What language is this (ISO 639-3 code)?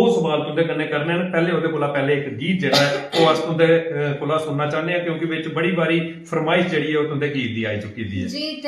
doi